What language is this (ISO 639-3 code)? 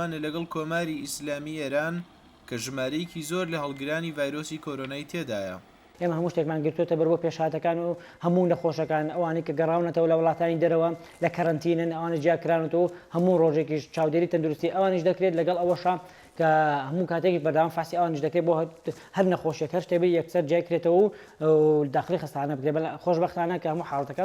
ckb